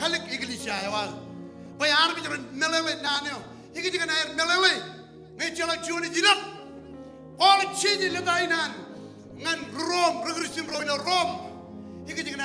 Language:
Marshallese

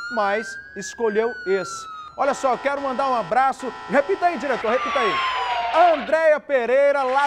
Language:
Portuguese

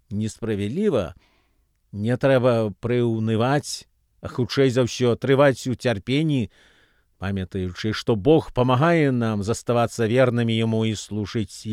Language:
Belarusian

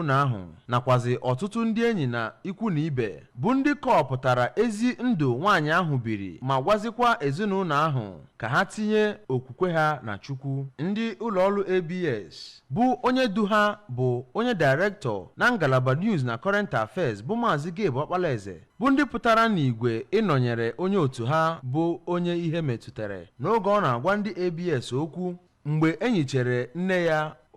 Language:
Igbo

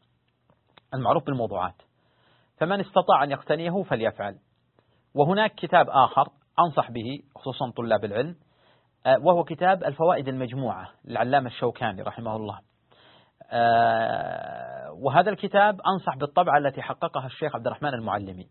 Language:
Arabic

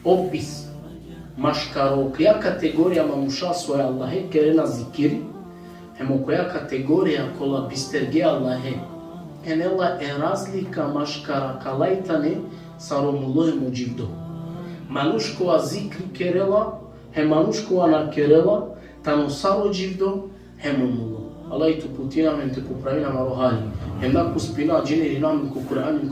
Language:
Balkan Romani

